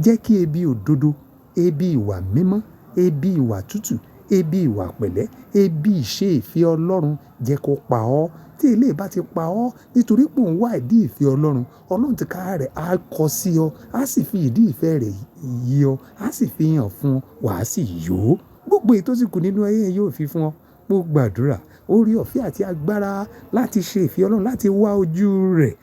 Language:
Yoruba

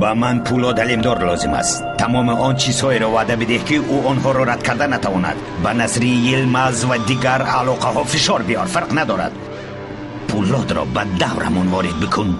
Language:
Persian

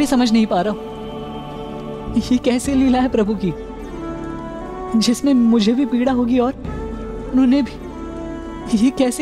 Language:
Hindi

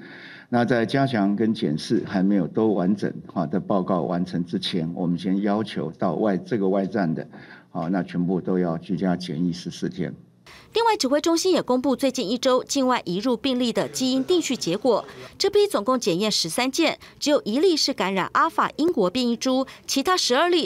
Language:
Chinese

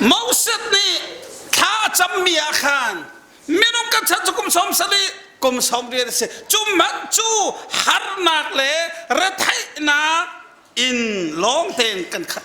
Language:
Hakha Chin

